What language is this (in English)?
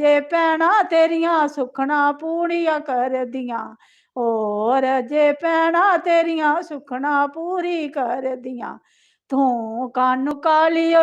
Dogri